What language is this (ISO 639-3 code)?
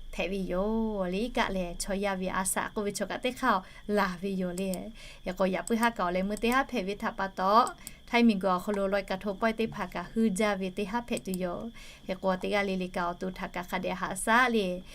lhu